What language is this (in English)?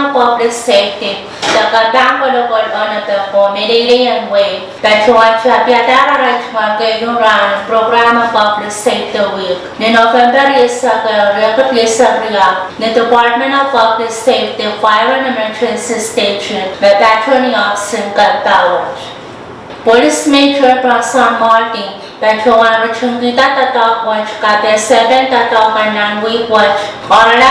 Pohnpeian